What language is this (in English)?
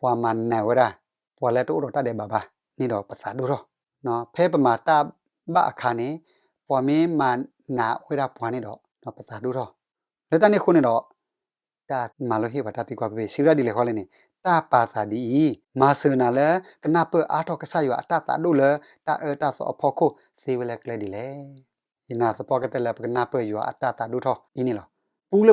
S'gaw Karen